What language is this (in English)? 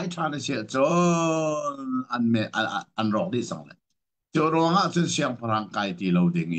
Hakha Chin